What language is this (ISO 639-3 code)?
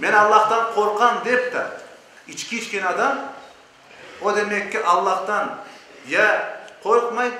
crh